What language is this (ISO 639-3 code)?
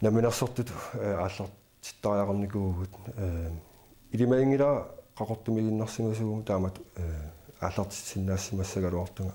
kal